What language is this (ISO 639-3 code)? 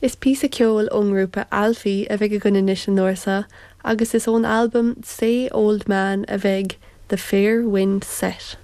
gle